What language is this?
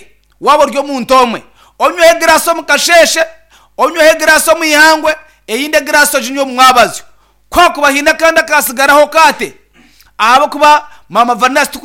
Nyankole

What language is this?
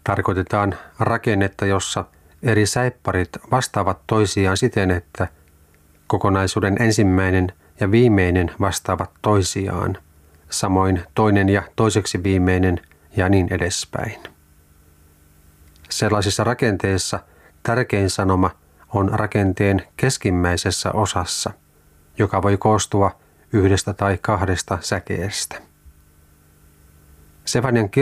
Finnish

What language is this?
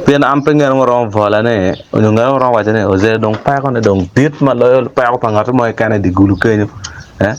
Acoli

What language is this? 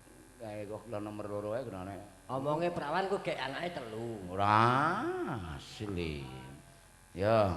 Javanese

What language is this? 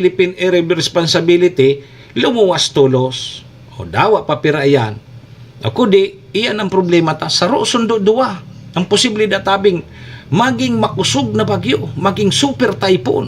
Bikol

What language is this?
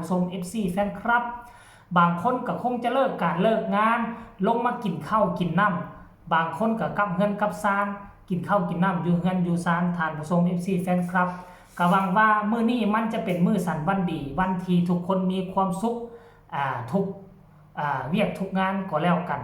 Northeastern Thai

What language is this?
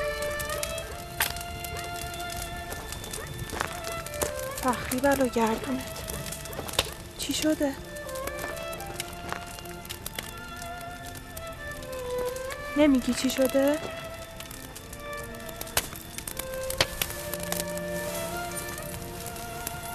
Persian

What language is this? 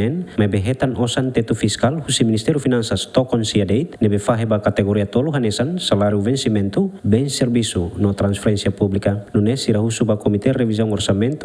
Tetum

